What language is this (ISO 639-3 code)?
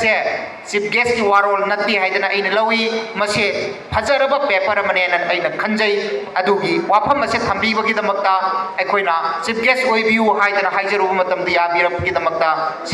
mni